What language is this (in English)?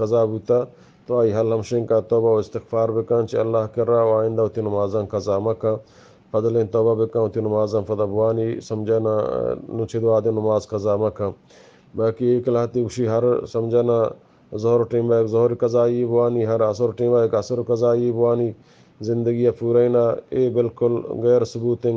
Eastern Balochi